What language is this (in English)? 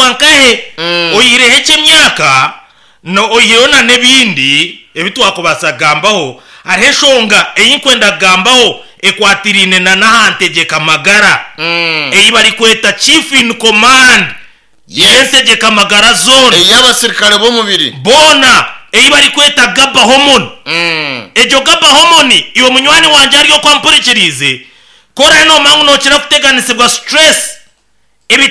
Nyankole